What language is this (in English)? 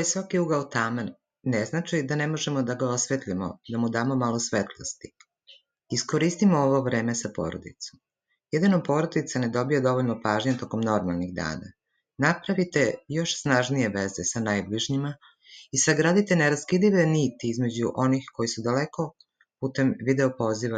Serbian